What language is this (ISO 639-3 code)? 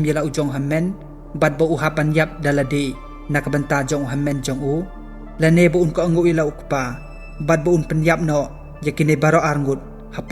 kha